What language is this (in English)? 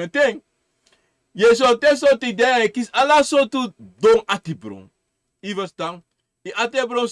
Sranan Tongo